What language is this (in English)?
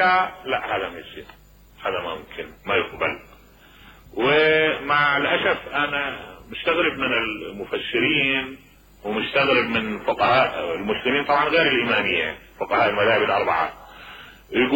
Mesopotamian Arabic